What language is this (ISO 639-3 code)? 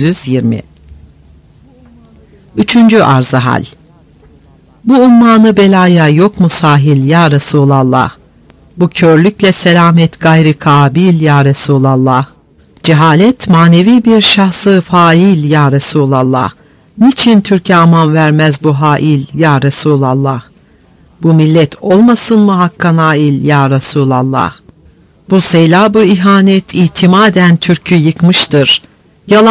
tur